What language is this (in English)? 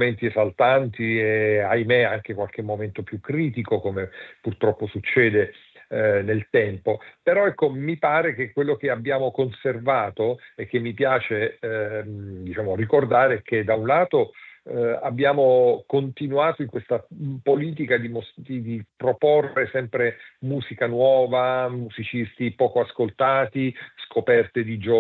Italian